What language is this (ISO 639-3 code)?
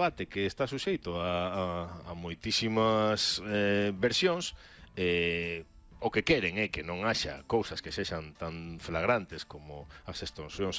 glg